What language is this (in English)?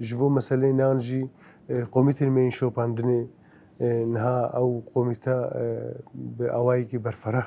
Kurdish